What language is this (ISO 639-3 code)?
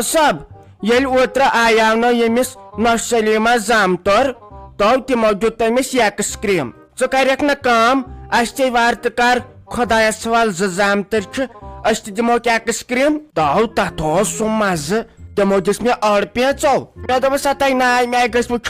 kas